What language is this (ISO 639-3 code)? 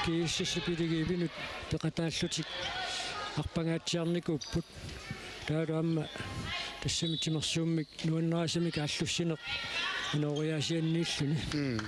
kal